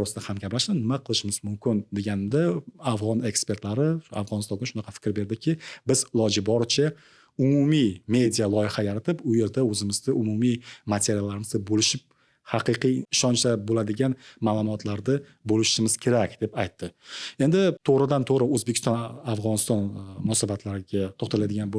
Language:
Uzbek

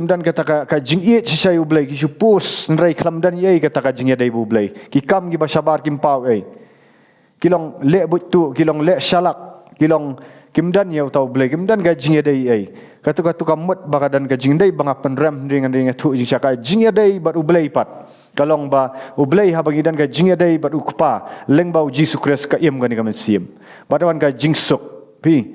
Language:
Khasi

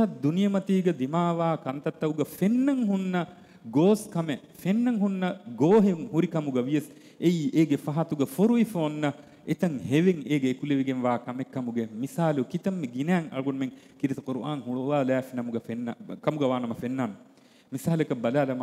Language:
Divehi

